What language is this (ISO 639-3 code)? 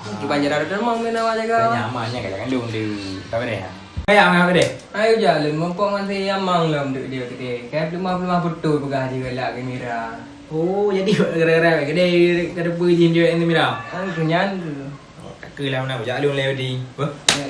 ace